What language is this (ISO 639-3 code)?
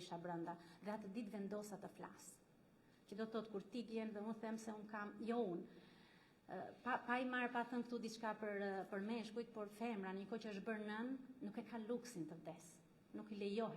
sqi